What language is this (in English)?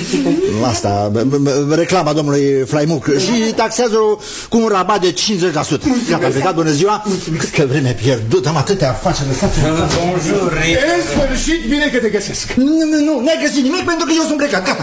Romanian